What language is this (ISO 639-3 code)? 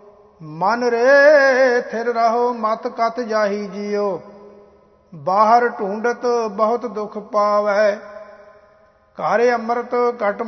pan